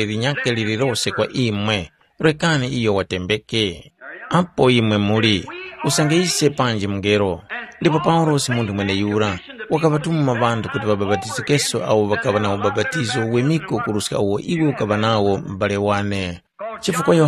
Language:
Tumbuka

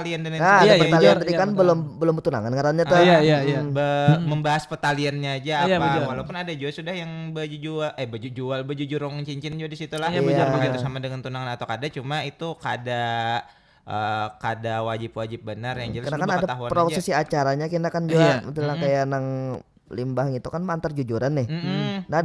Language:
Banjar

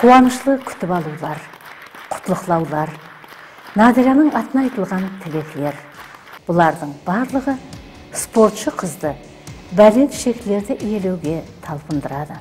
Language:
Kara-Kalpak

